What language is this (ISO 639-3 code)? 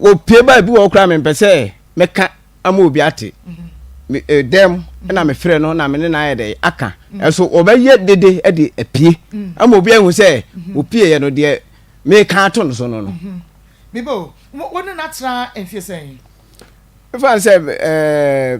aka